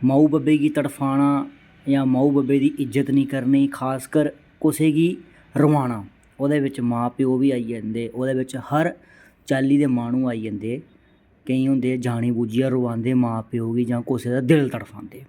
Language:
Dogri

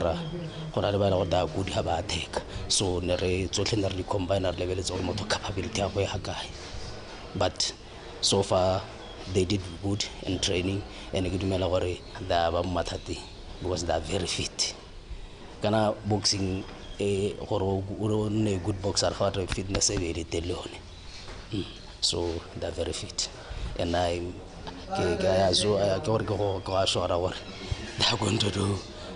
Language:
Tswana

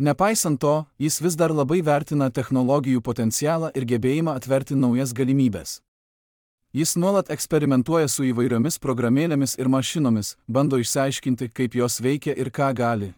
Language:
Lithuanian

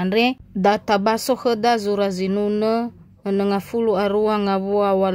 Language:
Nias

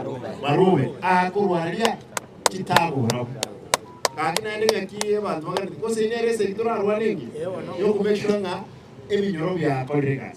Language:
Gusii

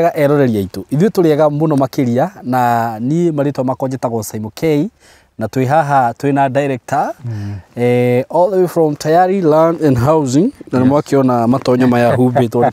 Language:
Kikuyu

